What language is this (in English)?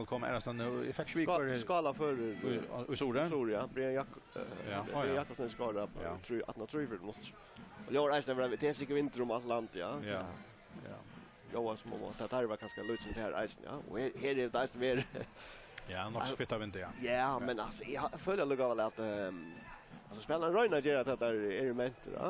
Faroese